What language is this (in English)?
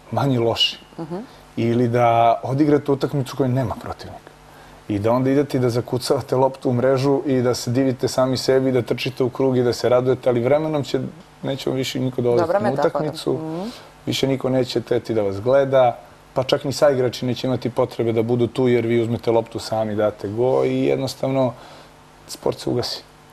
Serbian